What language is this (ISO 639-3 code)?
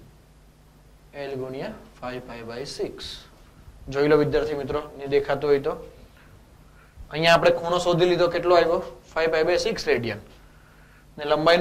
guj